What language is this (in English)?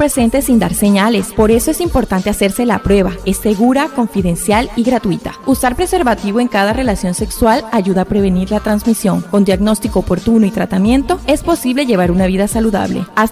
Wayuu